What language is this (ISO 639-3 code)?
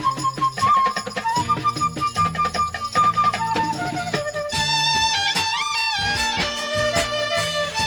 tel